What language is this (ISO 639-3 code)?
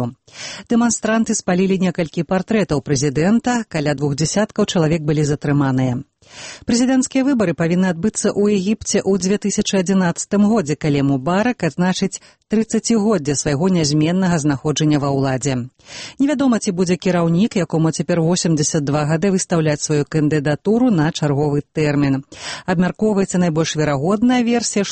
bel